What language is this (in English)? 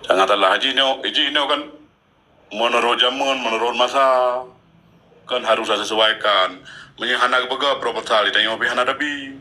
Achinese